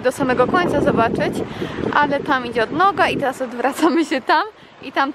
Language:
Polish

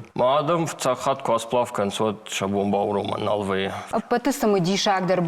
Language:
Ossetic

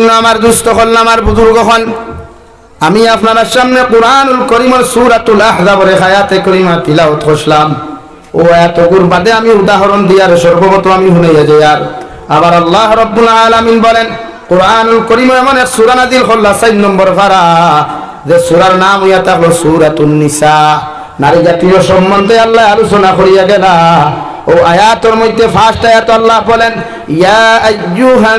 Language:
Sylheti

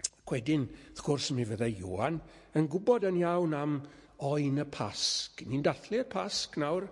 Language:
Welsh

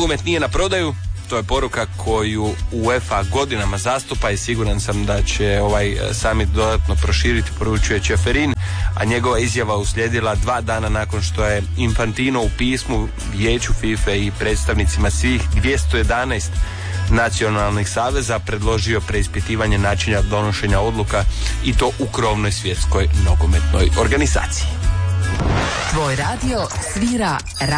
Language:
Croatian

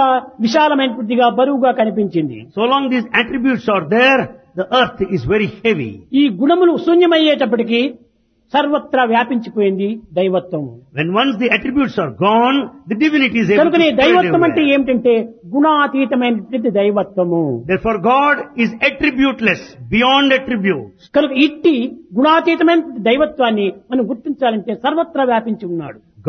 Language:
Telugu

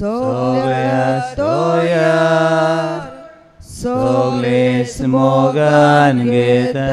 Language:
Konkani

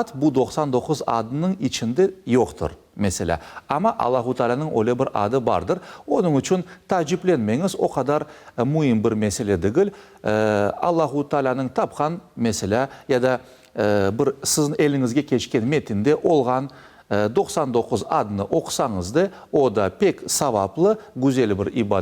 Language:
Crimean Tatar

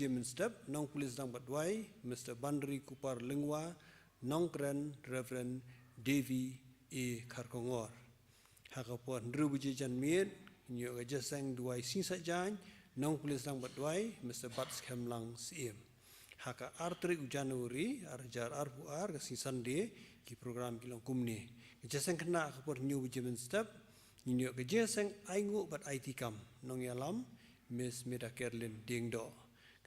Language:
Khasi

